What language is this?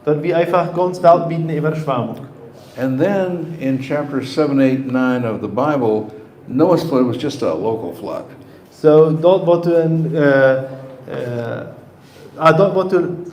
Plautdietsch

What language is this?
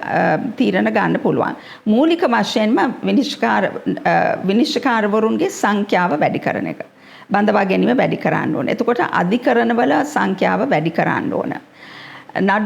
Sinhala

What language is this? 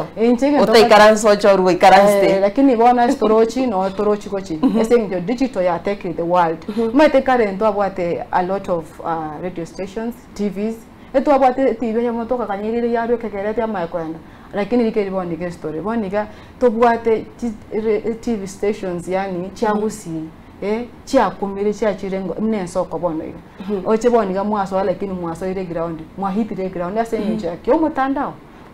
Gusii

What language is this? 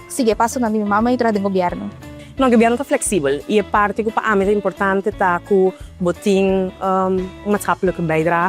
Papiamento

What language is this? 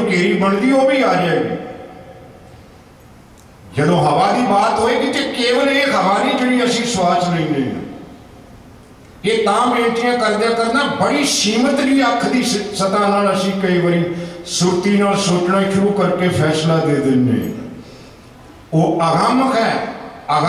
Punjabi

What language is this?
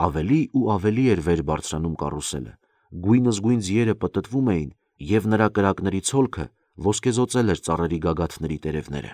Armenian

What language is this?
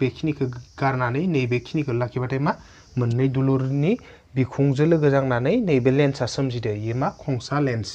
Bodo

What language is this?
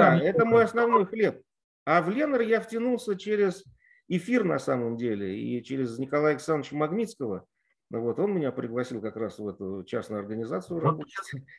Russian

